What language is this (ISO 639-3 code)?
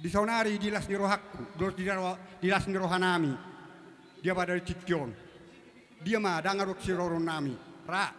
bbc